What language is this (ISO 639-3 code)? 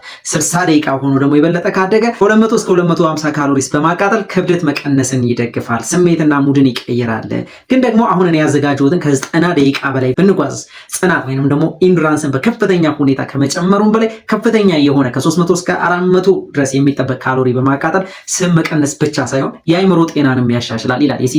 amh